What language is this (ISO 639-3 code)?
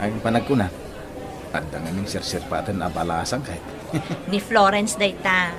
ilo